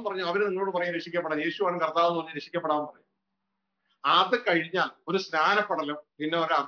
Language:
Malayalam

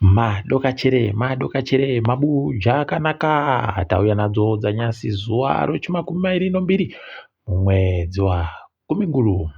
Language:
Ndau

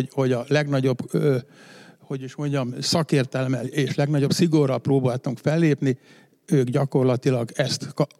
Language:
Hungarian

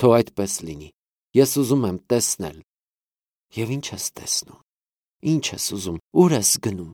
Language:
Armenian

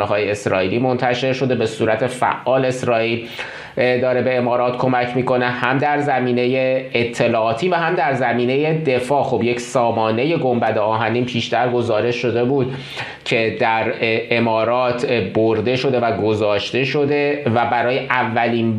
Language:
Persian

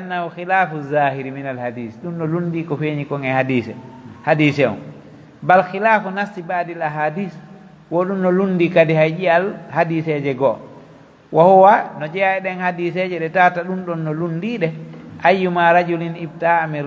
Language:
Pular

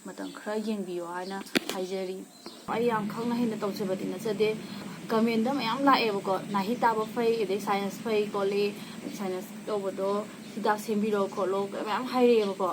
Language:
Manipuri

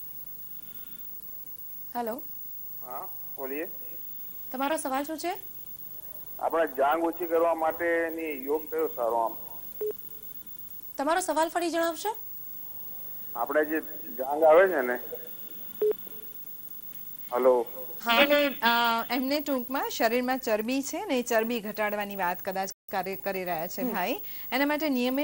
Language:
Gujarati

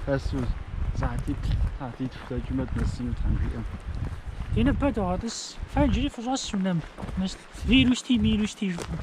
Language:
Kabardian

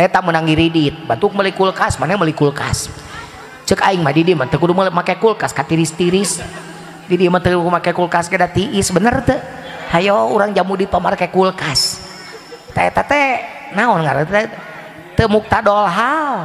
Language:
Sundanese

